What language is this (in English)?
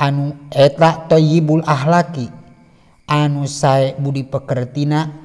Sundanese